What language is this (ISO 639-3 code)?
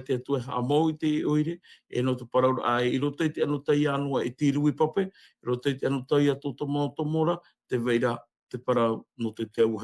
tah